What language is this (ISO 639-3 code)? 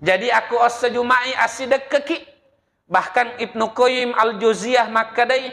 bug